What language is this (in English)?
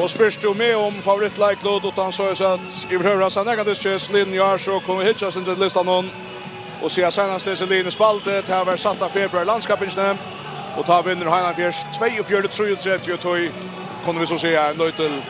Faroese